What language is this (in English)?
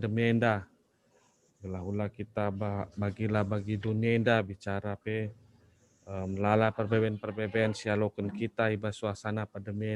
Batak Karo